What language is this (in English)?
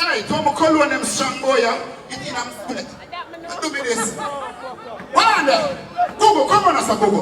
Jamaican Creole English